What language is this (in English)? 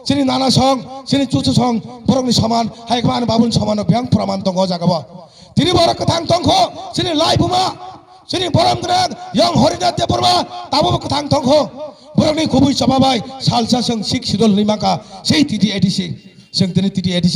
Kok Borok